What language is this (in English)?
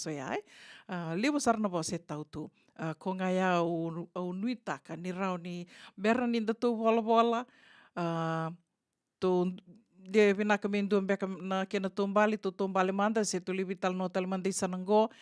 Fijian